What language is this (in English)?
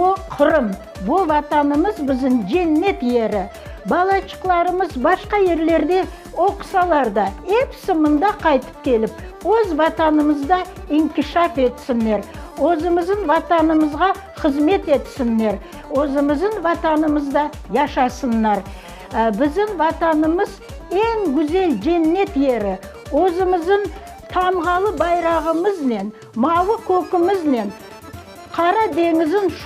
Crimean Tatar